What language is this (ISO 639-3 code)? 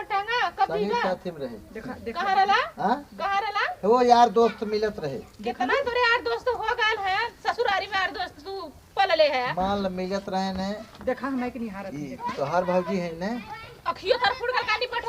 awa